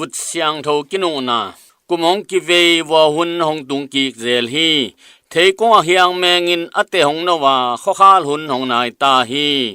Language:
Tedim Chin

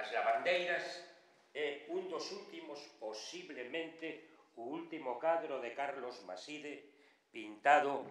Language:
Galician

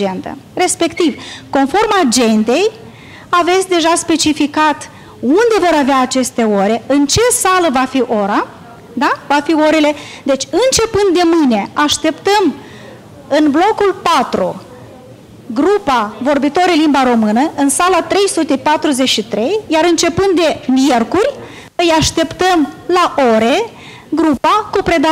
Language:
Romanian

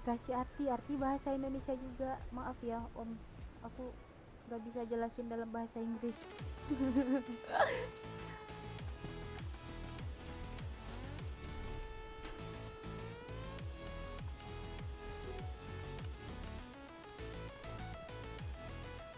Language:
Indonesian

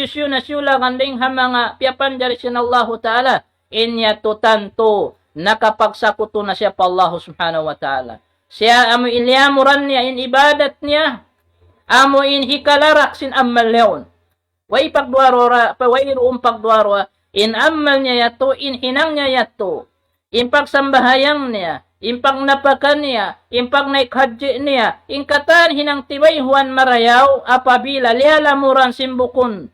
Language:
Tausug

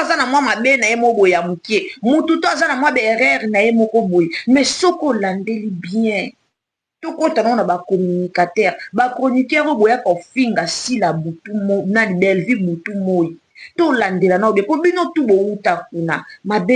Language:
Lingala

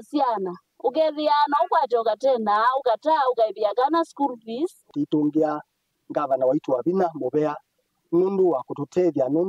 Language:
Kamba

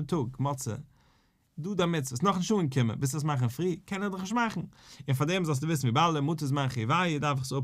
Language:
Yiddish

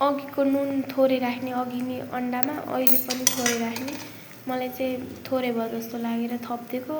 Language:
Nepali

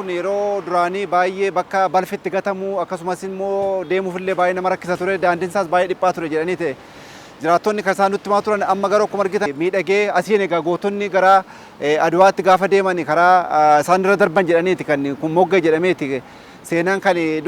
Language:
Oromo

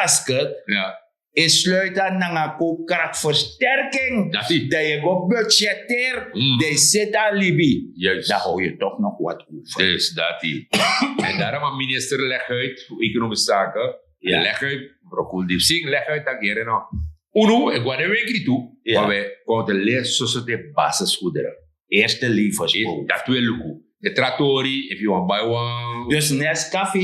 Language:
Sranan Tongo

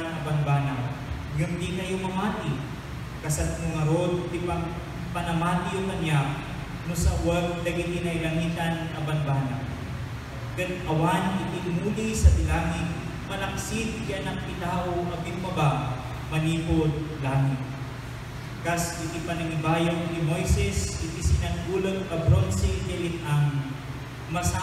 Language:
Iloko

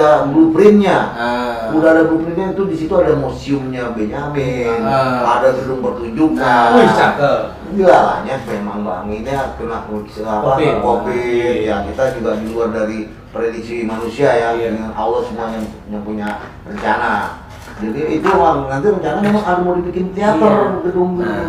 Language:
Betawi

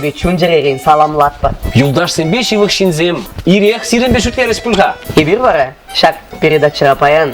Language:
Chuvash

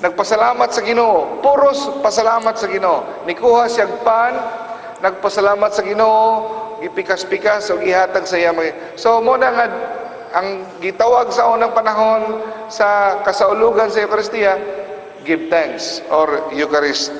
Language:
Cebuano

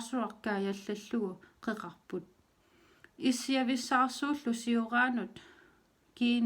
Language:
Kalaallisut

